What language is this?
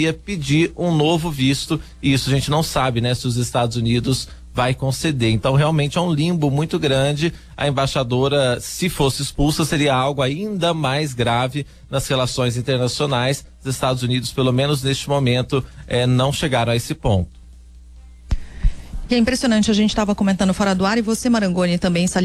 Portuguese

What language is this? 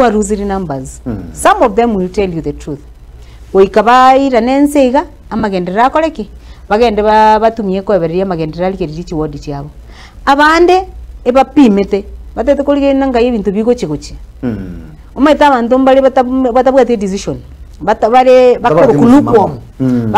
Gusii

